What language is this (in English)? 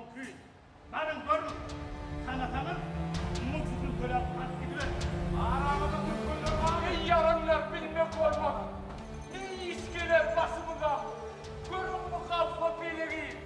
Turkmen